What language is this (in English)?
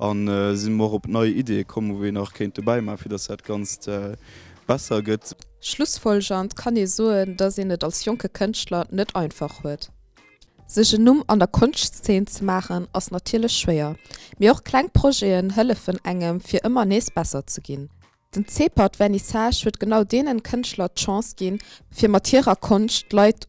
Luxembourgish